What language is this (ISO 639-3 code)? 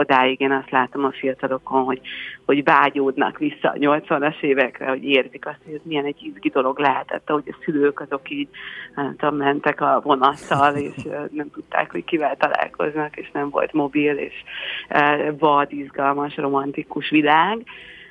hun